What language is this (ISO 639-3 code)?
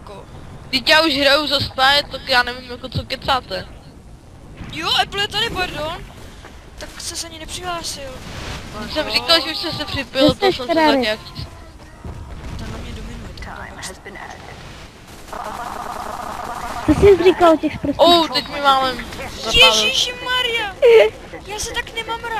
ces